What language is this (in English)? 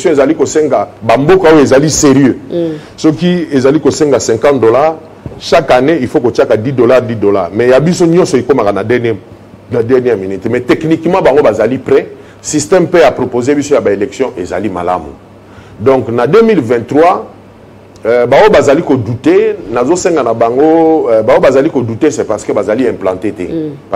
Lingala